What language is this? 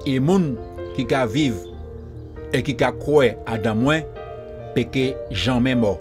Guadeloupean Creole French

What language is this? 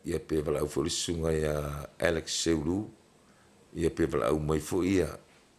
Samoan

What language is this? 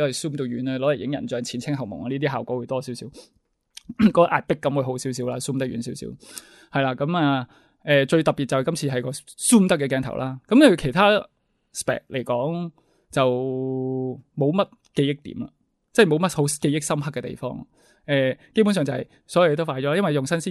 Cantonese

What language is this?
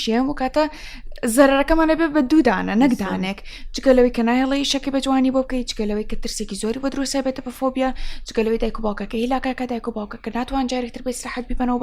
Central Kurdish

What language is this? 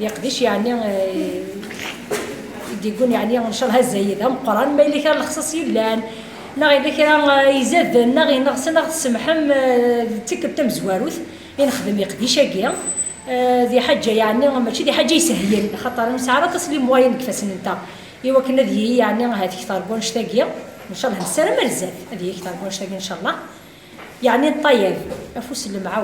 Kabyle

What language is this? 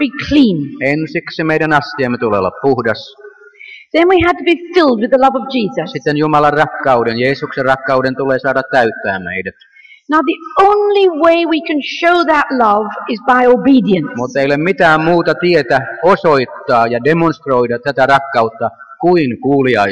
Finnish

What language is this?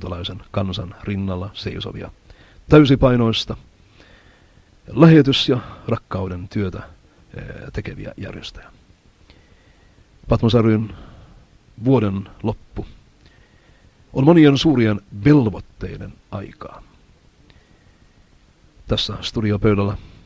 Finnish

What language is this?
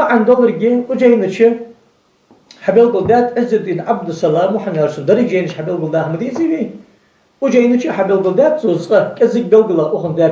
Ingush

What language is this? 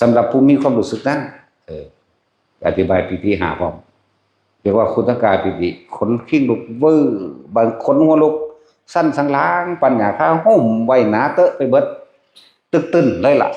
Northeastern Thai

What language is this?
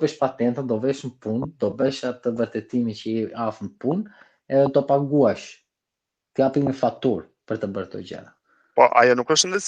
Albanian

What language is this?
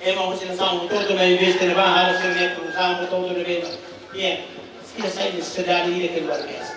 Tetum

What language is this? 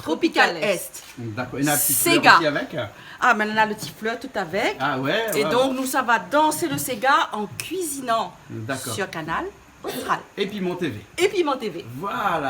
Réunion Creole French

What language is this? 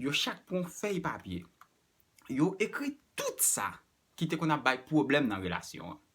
Haitian Creole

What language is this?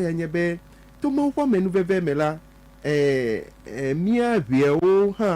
Ewe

